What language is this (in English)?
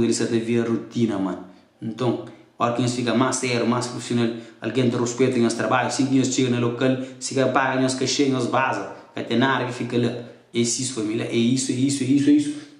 Kabuverdianu